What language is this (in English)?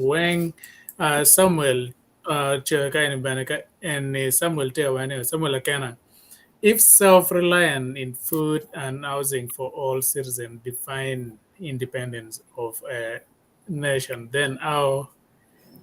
Acoli